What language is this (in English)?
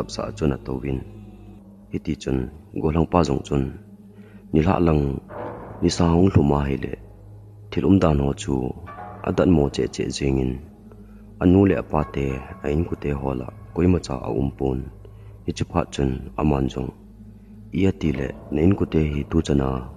Thado Chin